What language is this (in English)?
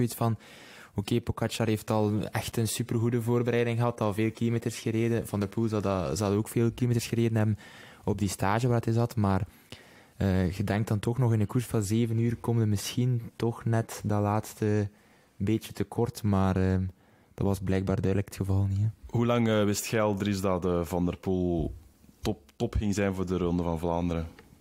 Dutch